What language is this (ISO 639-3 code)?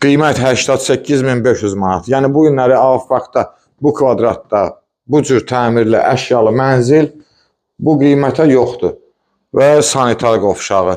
aze